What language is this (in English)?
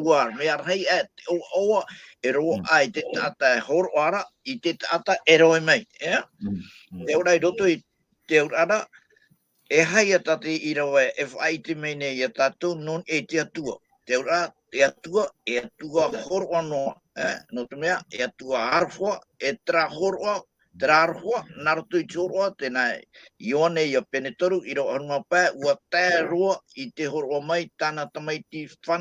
Tahitian